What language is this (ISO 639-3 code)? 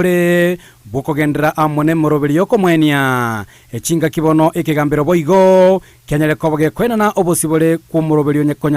guz